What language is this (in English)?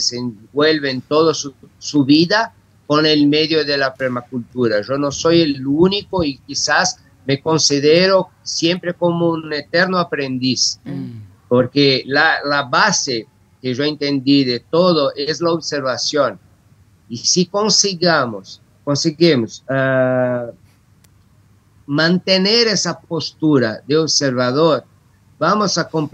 Spanish